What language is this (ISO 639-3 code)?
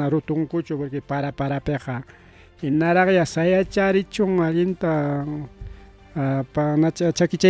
quy